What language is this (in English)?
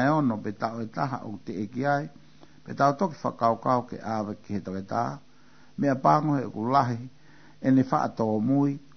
Tongan